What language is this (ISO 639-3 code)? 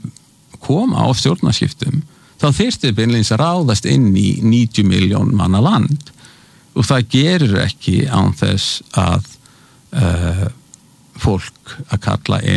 isl